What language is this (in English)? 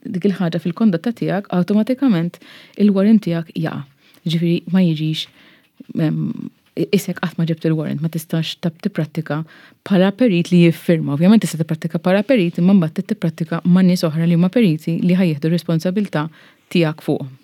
Maltese